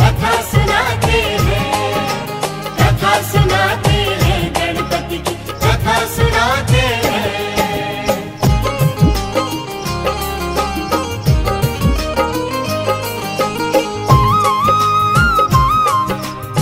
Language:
Hindi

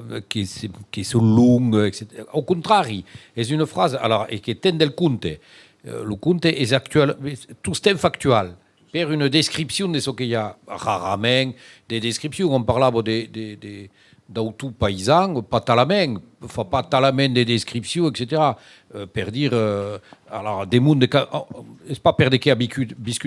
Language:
Occitan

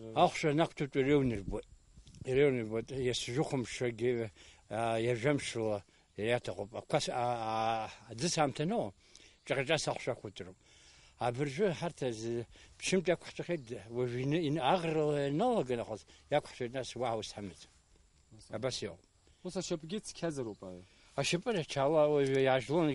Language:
Abkhazian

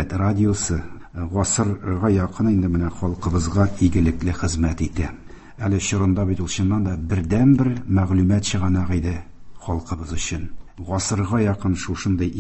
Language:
Tatar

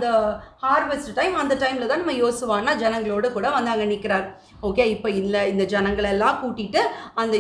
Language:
Tamil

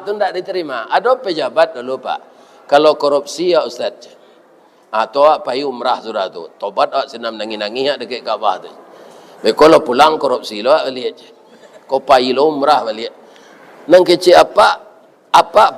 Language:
Minangkabau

